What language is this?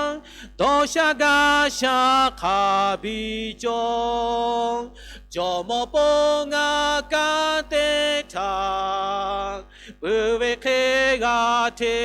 Lahu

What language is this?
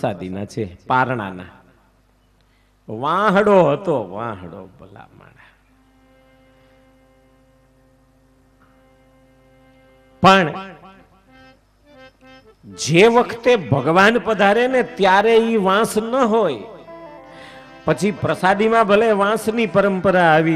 Gujarati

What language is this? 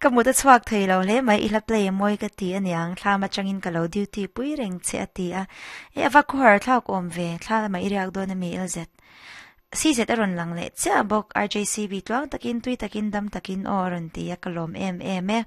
Mizo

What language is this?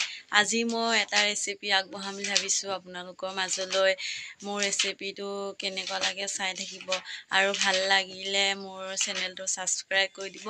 Assamese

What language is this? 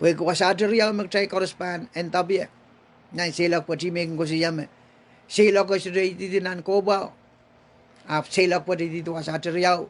Pohnpeian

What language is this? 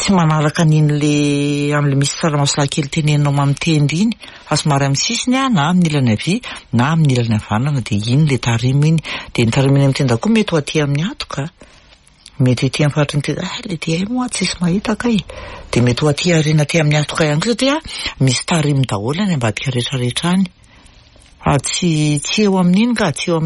Malagasy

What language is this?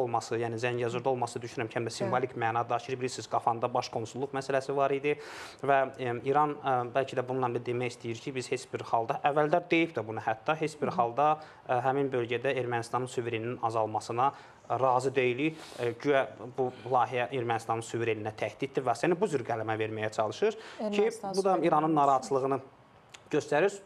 Azerbaijani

